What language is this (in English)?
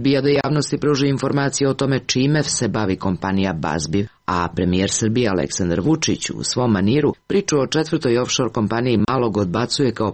Serbian